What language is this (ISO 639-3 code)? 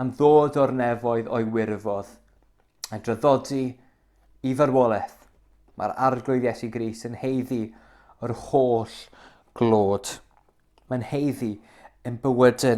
cym